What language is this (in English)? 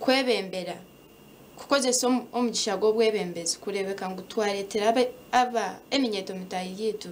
Nyankole